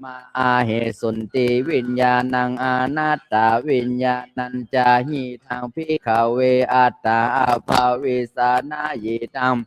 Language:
Pali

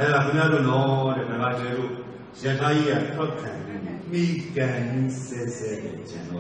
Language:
Burmese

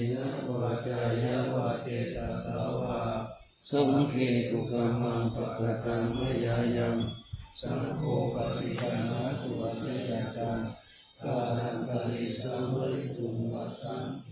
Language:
Pali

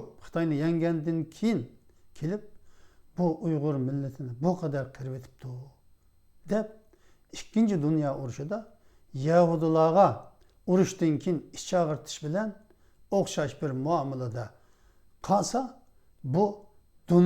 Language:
Uyghur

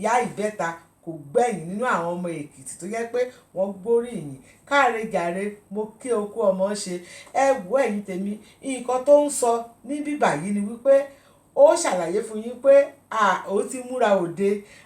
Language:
Yoruba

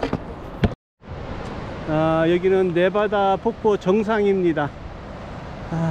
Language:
Korean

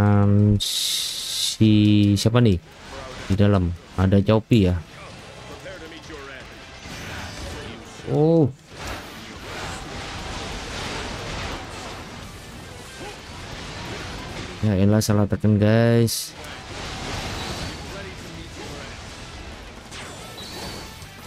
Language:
Indonesian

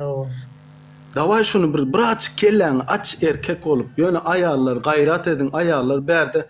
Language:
Turkmen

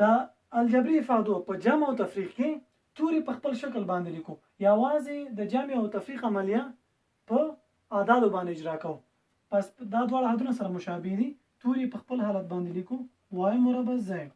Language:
Pashto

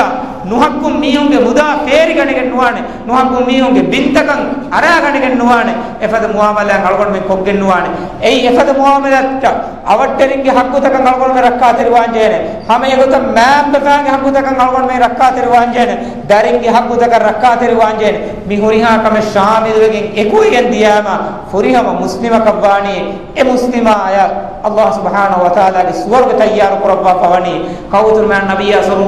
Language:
Divehi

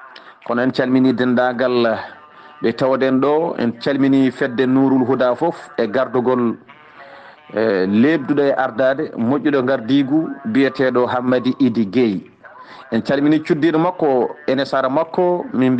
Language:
Fula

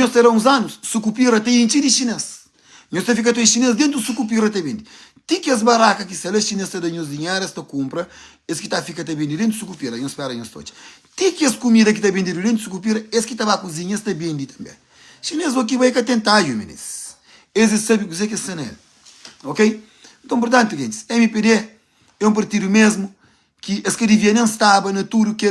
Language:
Kabuverdianu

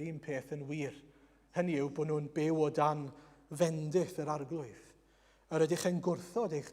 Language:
Welsh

